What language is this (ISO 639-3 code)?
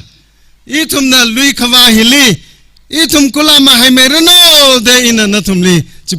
nmf